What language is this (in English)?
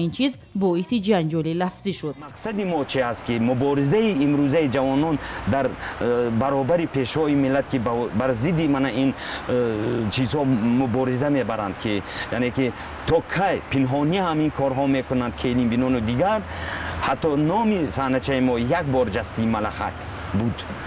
Tajik